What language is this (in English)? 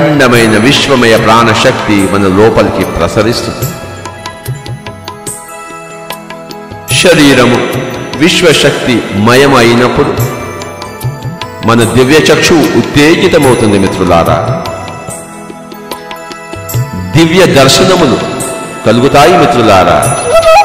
Telugu